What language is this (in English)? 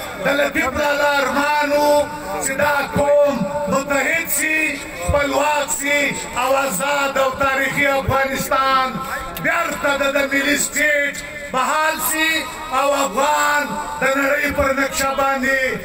Pashto